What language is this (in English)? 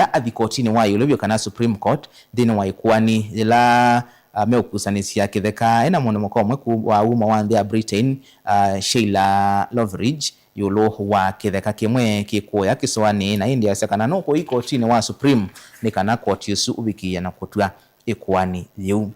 Kamba